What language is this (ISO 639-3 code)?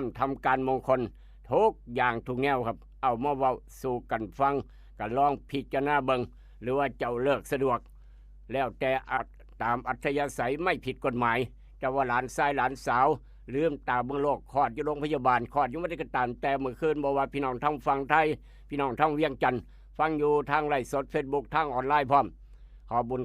tts